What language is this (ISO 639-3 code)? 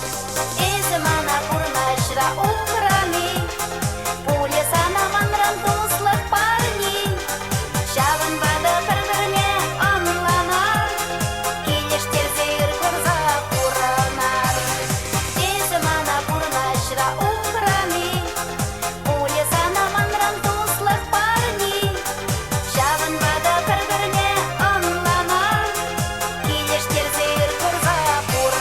chv